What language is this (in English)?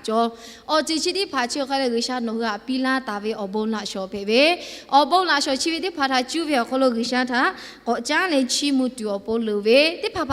Lahu